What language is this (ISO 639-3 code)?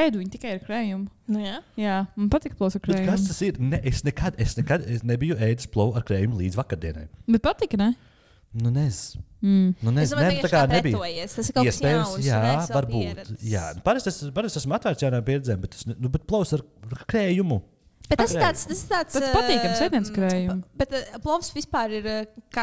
lav